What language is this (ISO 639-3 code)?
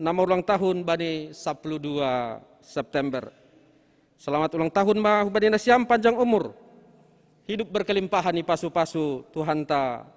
bts